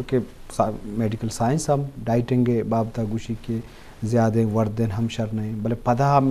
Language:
Eastern Balochi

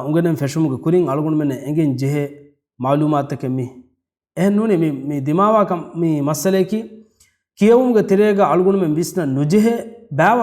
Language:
Divehi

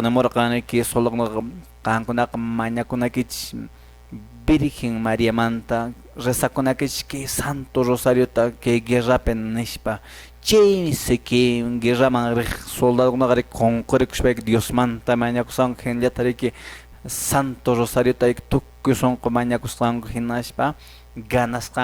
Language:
Quechua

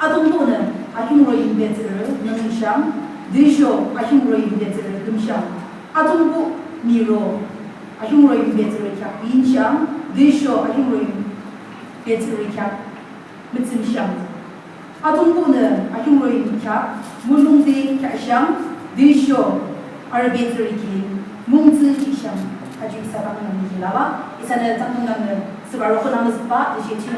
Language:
Yimchungru Naga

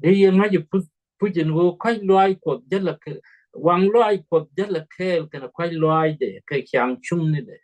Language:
Nuer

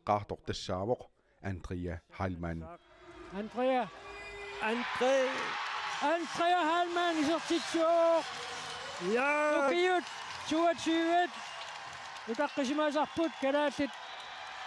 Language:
Kalaallisut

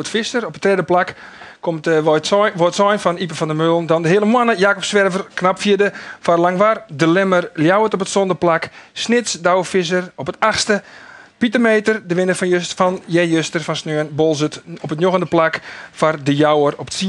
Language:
Western Frisian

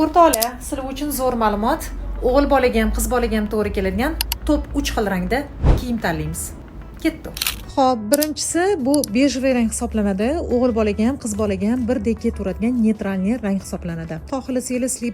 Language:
Uzbek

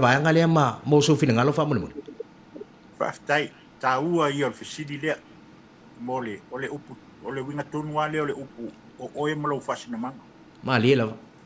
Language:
Samoan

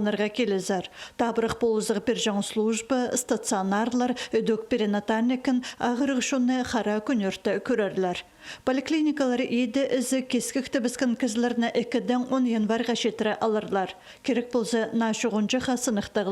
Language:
Khakas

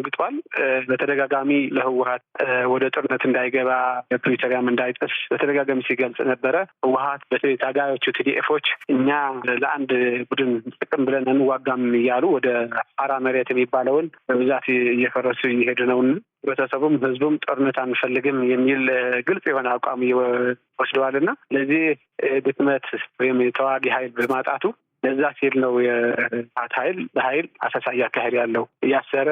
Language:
Amharic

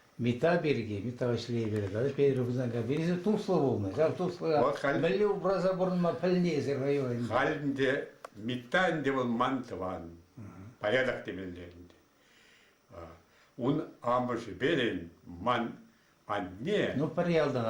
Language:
Chuvash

